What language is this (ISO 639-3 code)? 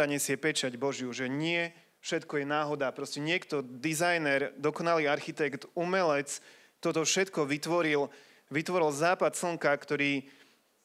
slk